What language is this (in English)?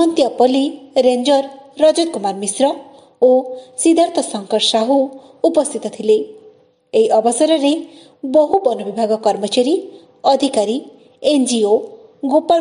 Odia